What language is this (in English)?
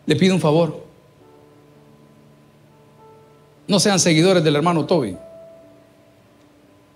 Spanish